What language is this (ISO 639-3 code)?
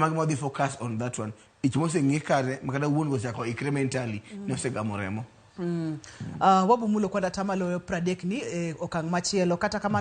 luo